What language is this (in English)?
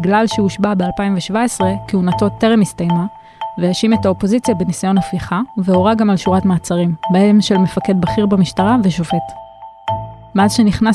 Hebrew